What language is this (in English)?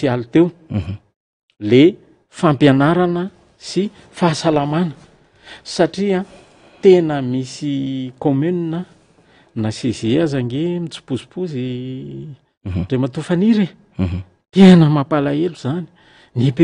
Malagasy